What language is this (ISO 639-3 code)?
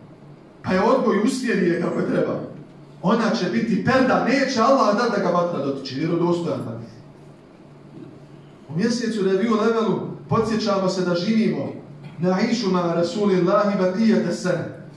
bos